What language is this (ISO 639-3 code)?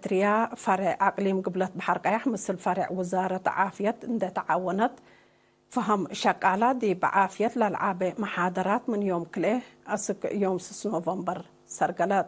tig